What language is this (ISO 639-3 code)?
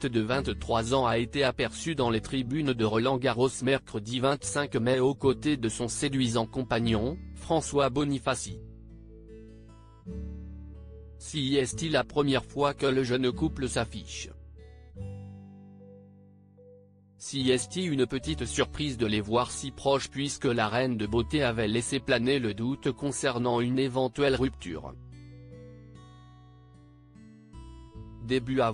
fra